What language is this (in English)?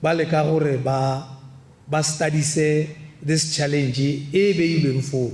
Tswana